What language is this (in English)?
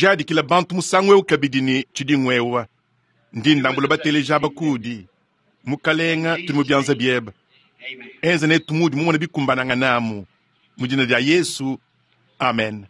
Luba-Lulua